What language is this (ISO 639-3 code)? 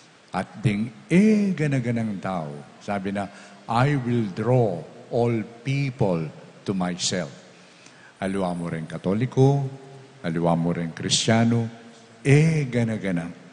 pam